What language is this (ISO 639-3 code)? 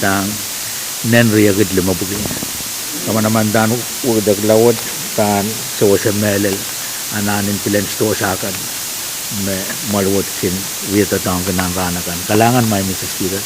pon